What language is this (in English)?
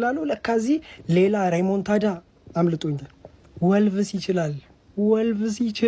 Amharic